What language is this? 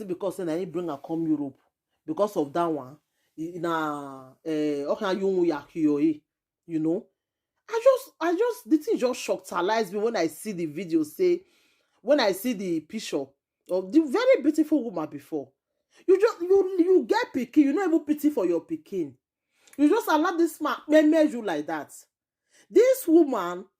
Nigerian Pidgin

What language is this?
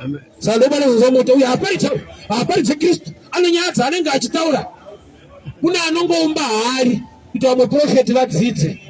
Shona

